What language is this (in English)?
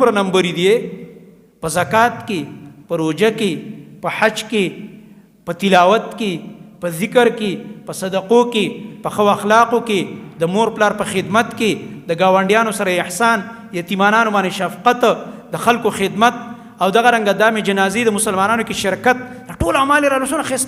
Pashto